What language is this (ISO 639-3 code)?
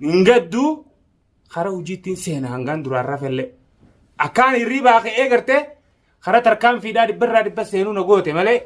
orm